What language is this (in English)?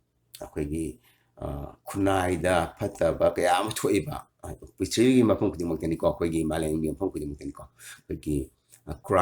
Manipuri